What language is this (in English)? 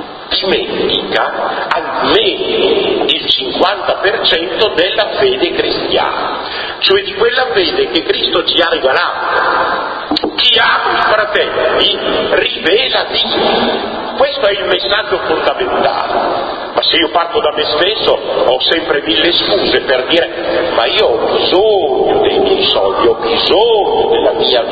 Italian